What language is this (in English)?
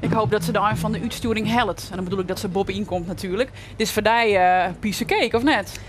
Western Frisian